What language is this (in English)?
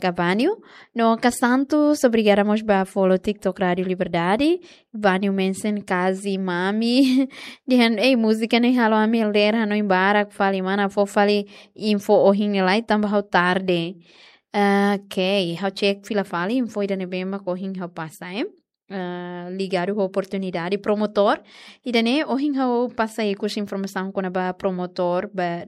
Tetum